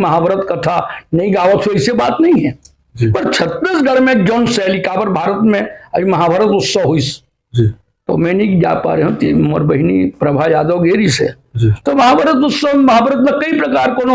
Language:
Chhattisgarhi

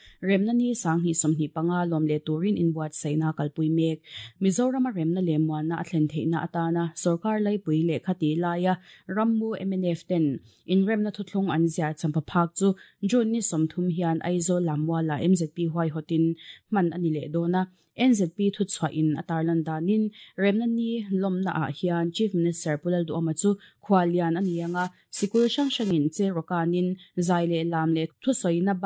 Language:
Mizo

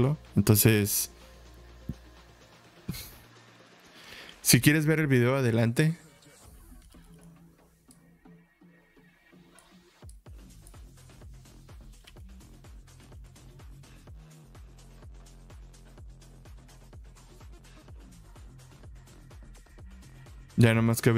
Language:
Spanish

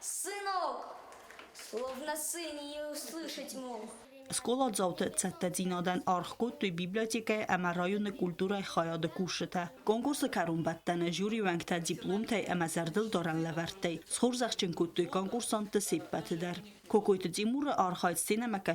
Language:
Ossetic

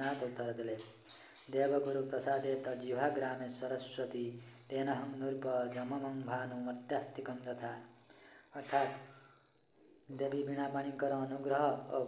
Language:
Odia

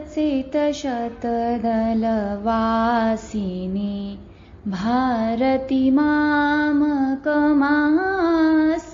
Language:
Sanskrit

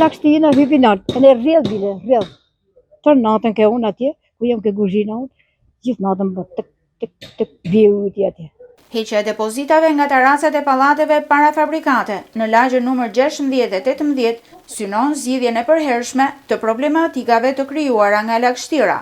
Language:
Albanian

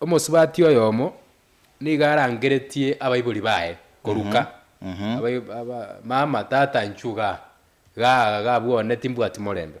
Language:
Gusii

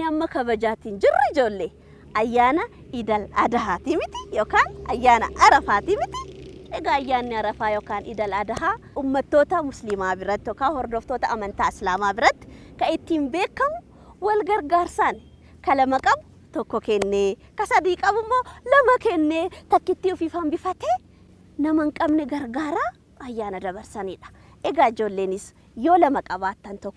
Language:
Oromo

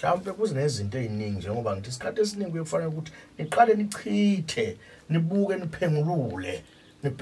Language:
Zulu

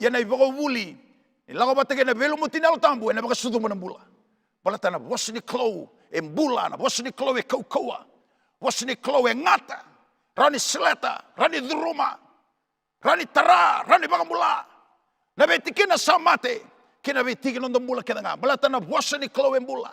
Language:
Fijian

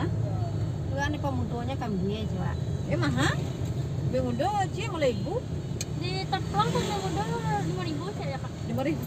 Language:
Minangkabau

